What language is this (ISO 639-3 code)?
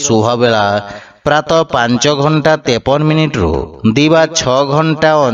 ori